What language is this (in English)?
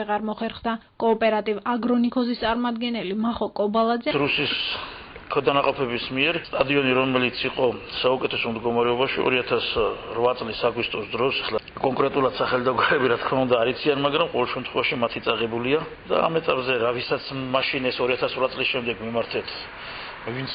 Georgian